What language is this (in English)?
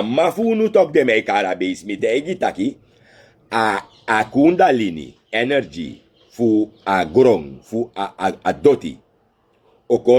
Sranan Tongo